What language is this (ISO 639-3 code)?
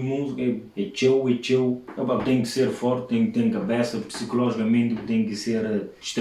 kea